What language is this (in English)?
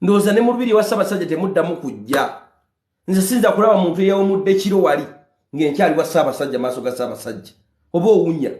Ganda